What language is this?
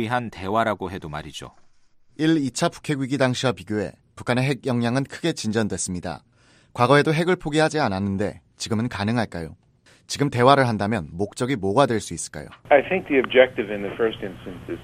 Korean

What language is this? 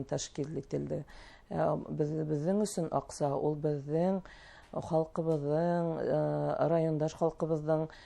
Bashkir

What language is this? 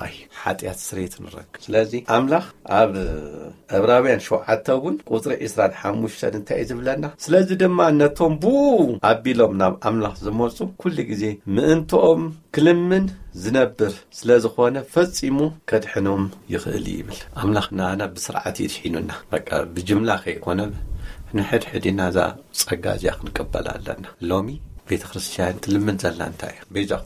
Tigrinya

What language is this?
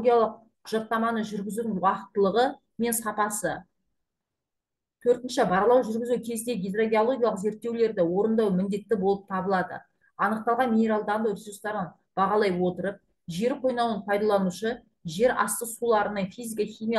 Kazakh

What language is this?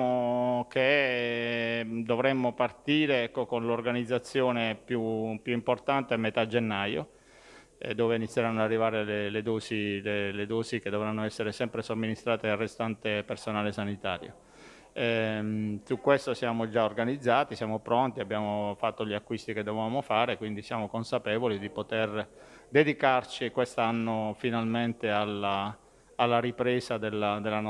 Italian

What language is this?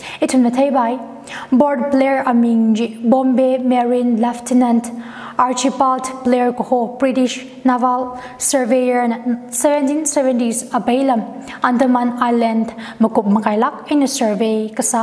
Tangkhul Naga (India)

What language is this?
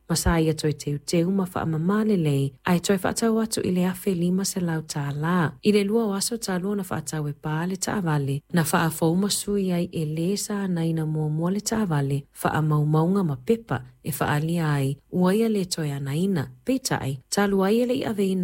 Samoan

